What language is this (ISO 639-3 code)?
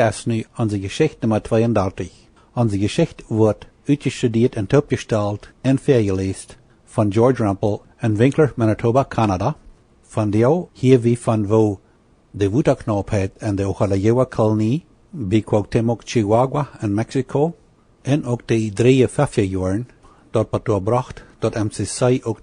pdt